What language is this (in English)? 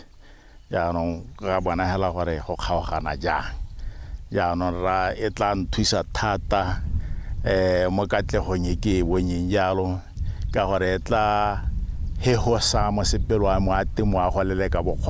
Tswana